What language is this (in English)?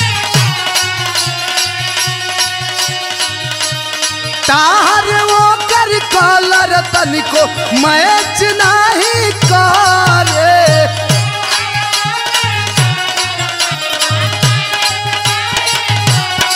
Bhojpuri